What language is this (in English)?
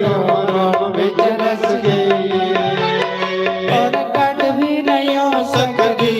Dogri